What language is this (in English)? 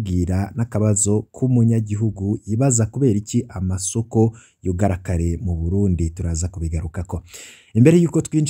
Rundi